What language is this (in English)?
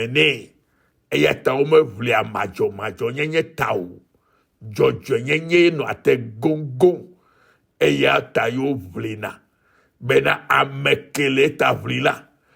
Ewe